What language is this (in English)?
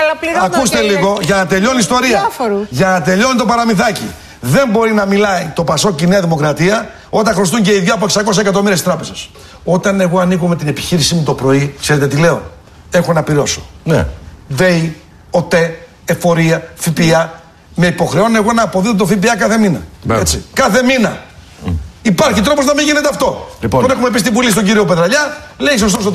Greek